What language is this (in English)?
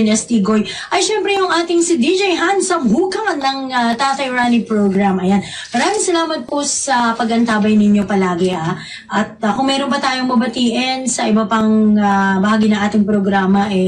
Filipino